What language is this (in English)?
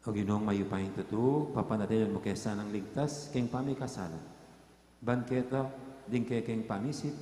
Pampanga